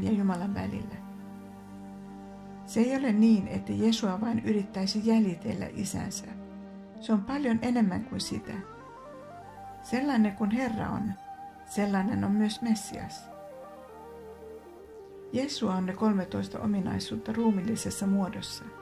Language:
Finnish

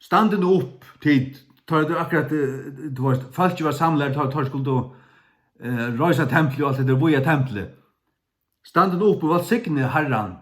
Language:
Faroese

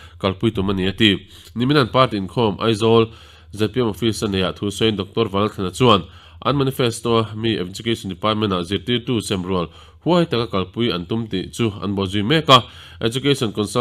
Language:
Mizo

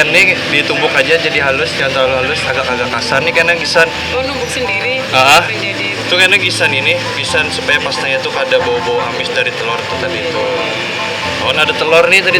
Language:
Banjar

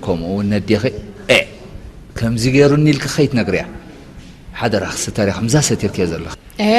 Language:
Tigrinya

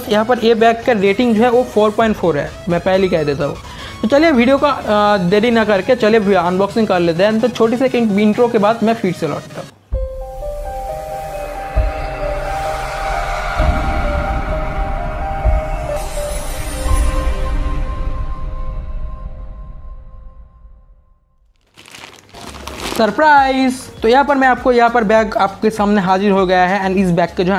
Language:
Hindi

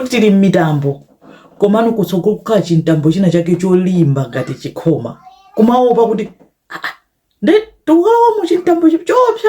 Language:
Nyanja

